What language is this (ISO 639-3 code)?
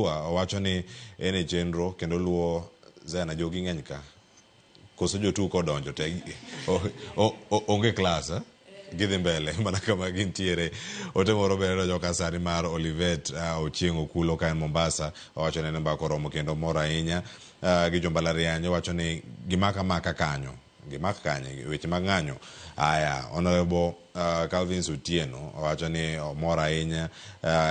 luo